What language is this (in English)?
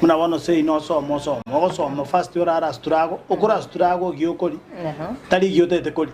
Gusii